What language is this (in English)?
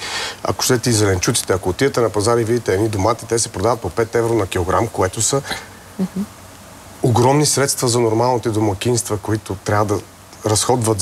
Bulgarian